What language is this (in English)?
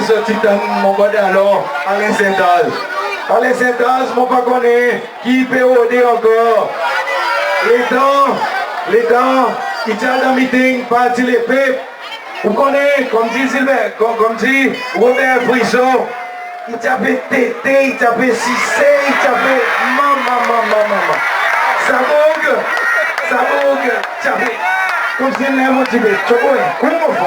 Seselwa Creole French